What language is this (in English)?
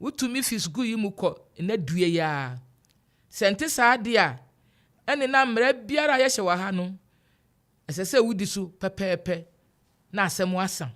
Akan